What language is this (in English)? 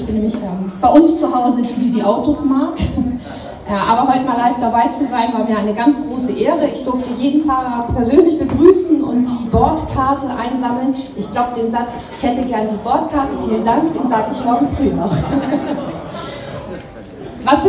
German